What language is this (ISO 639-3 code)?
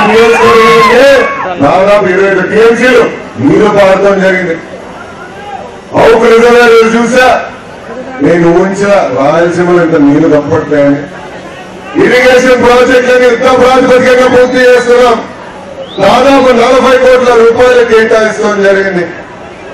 tel